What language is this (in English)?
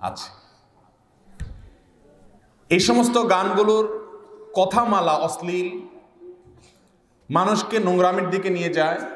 Bangla